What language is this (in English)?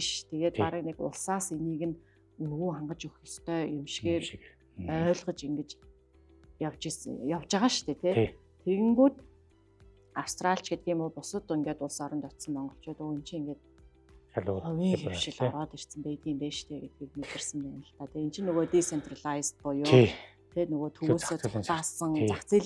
Mongolian